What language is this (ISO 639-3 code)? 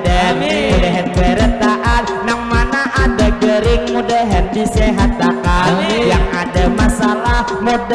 bjn